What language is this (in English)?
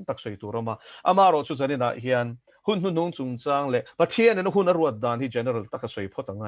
Mizo